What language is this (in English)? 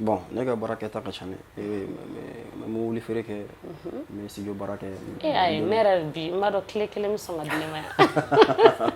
Bambara